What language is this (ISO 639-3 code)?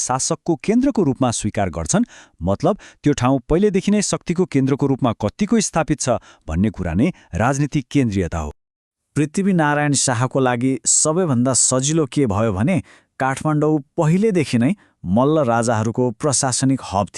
nep